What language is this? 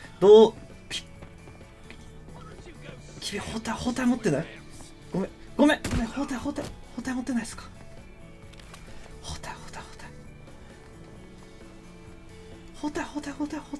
Japanese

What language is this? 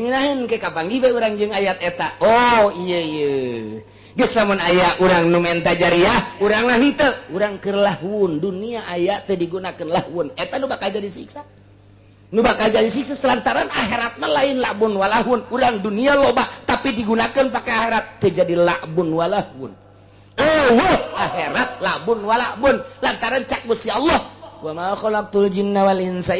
Sundanese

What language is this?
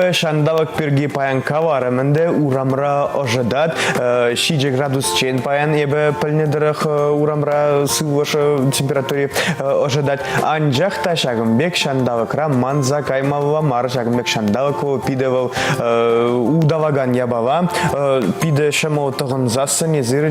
Chuvash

